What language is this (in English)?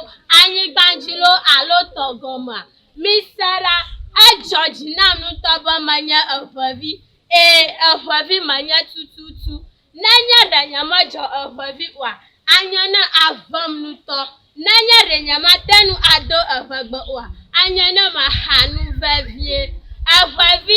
Ewe